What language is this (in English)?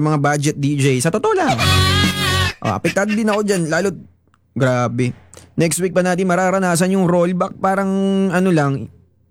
Filipino